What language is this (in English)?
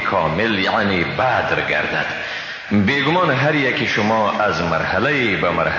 Persian